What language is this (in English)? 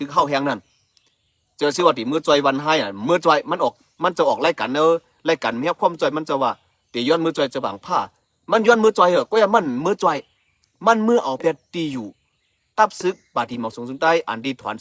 Shan